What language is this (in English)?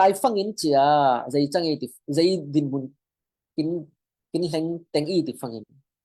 Falam Chin